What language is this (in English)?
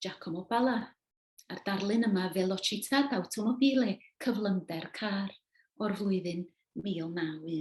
Welsh